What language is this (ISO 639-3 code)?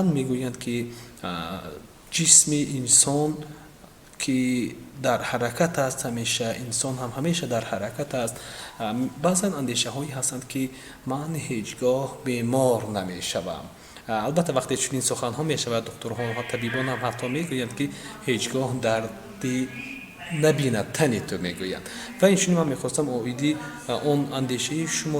tgk